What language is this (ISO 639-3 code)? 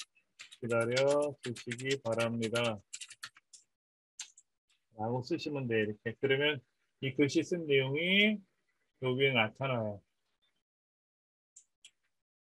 kor